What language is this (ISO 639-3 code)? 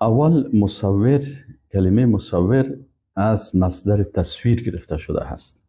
fas